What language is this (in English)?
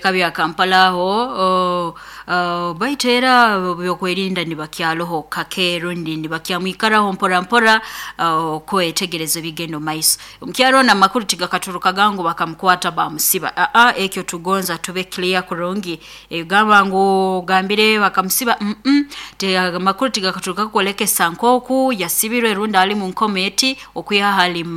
Nyoro